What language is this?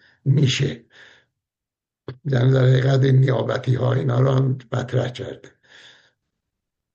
Persian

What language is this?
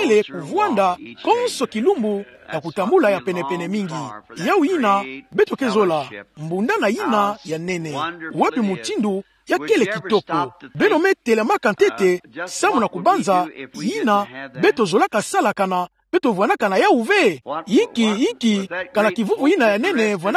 Kituba (Democratic Republic of Congo)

